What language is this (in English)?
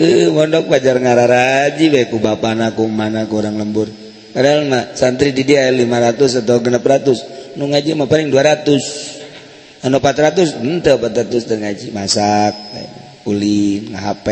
Sundanese